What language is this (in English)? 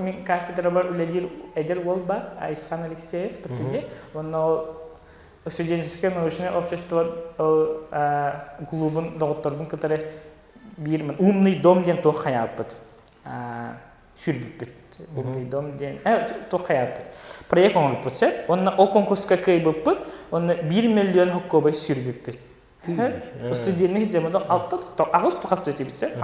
Yakut